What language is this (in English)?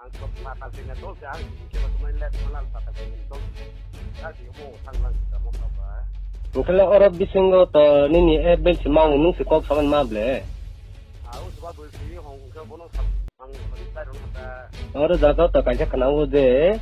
Riang (India)